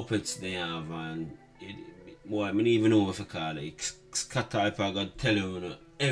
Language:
Jamaican Creole English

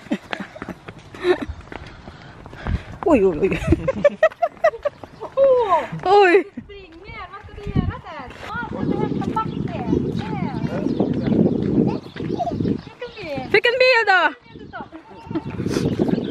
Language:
Swedish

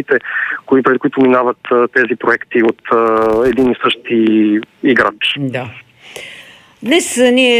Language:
Bulgarian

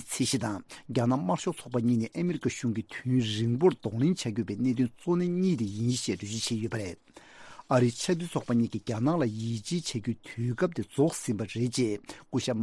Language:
Tibetan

